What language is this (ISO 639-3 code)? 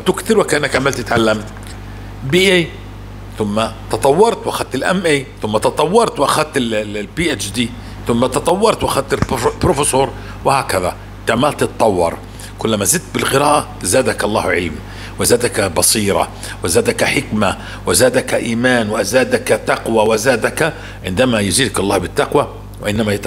apc